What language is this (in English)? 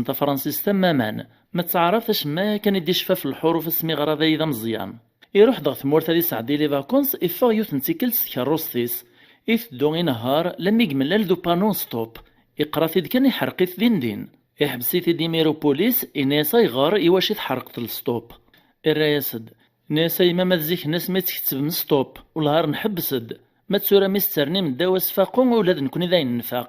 Kabyle